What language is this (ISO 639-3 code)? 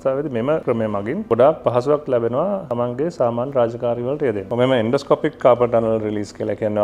sin